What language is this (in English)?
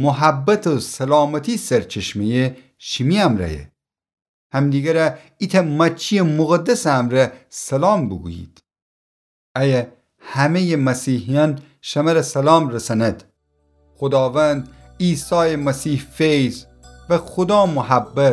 Gilaki